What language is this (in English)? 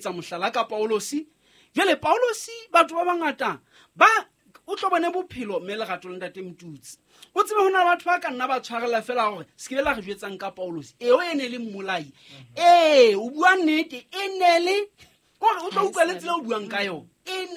Southern Sotho